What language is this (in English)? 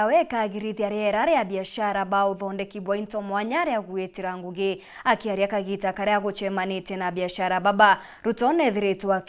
Meru